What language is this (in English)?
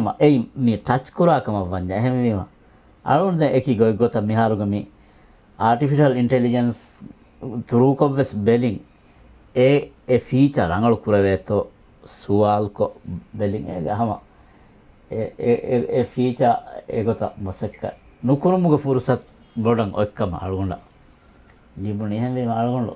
Divehi